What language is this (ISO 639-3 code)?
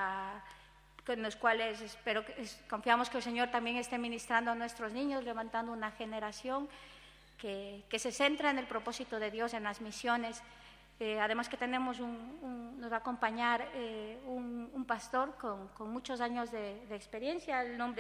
spa